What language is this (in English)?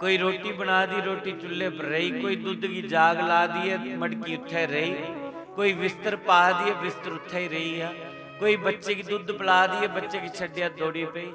Dogri